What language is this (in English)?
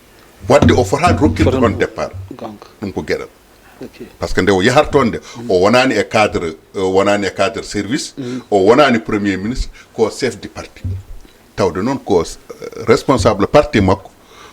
Fula